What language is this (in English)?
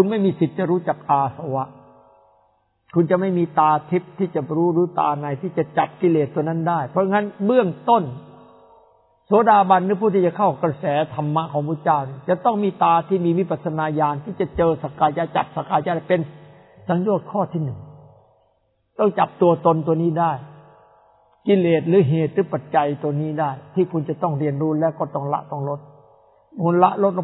Thai